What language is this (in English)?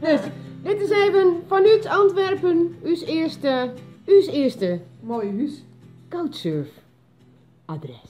Western Frisian